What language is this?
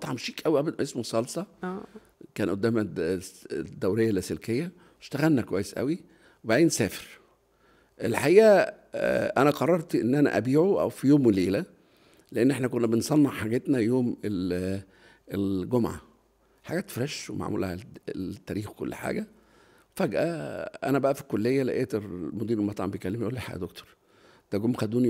Egyptian Arabic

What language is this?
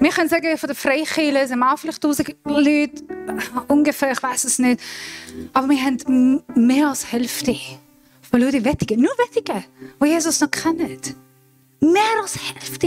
Swiss German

